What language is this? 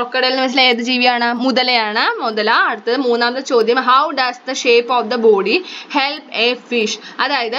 Malayalam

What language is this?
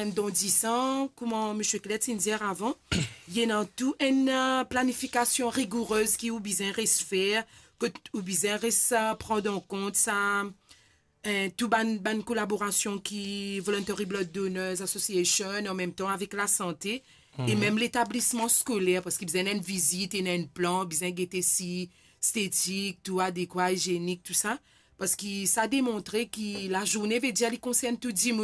Morisyen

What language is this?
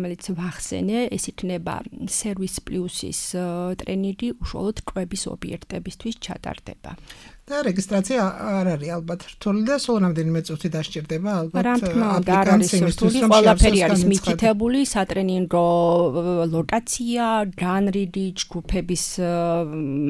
Georgian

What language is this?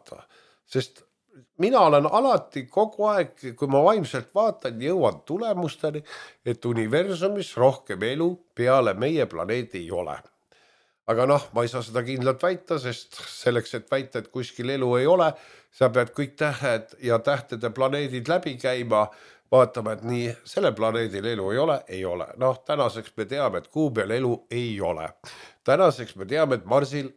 Estonian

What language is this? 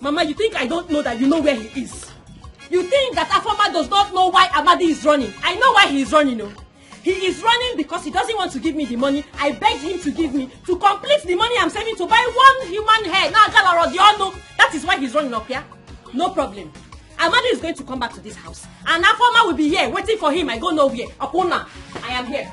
Nigerian Pidgin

